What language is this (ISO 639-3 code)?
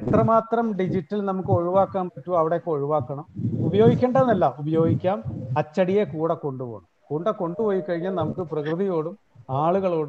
mal